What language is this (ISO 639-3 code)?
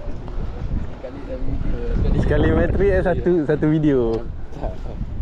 msa